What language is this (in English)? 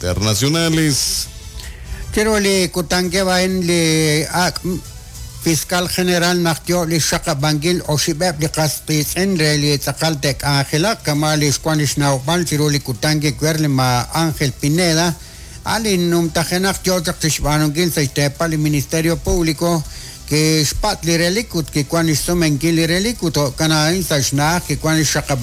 Kekchí